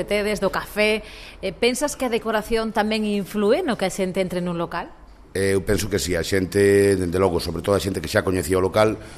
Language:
Galician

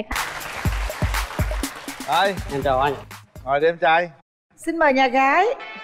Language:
Vietnamese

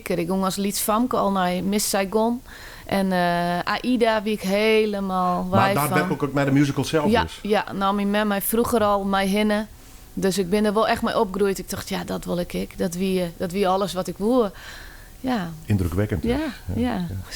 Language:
Western Frisian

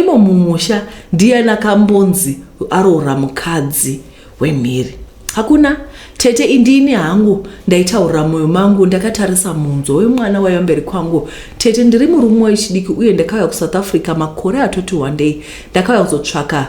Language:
Shona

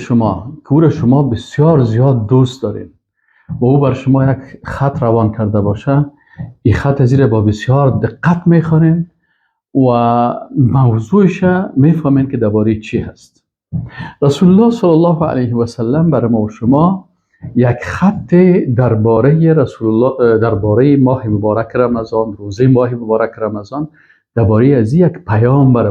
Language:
Persian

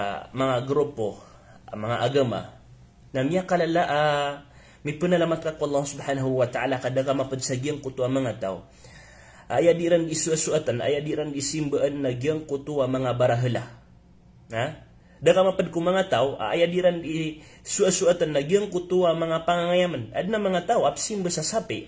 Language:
Maranao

